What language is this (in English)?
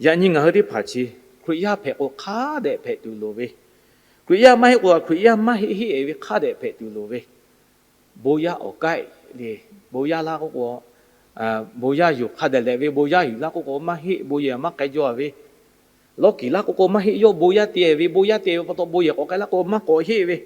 Lahu